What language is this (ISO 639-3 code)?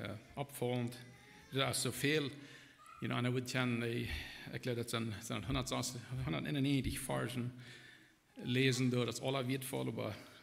pdt